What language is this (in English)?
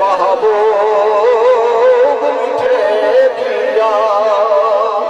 Saraiki